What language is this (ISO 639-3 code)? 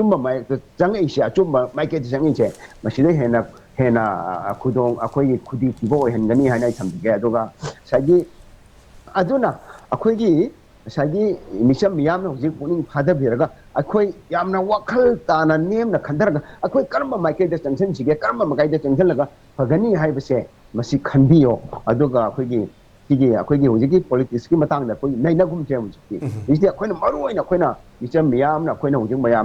mni